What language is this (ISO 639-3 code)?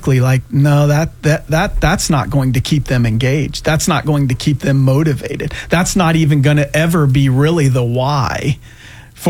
eng